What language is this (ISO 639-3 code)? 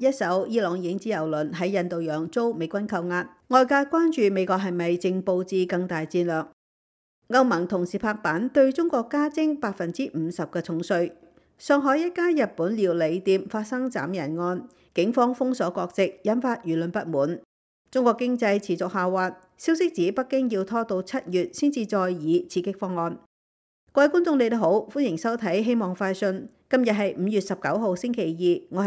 yue